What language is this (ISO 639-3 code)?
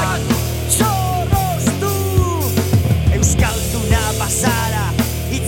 eus